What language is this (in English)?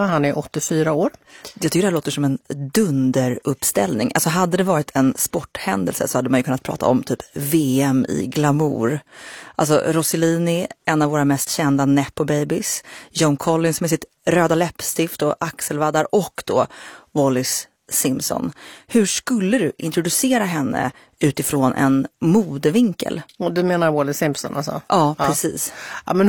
Swedish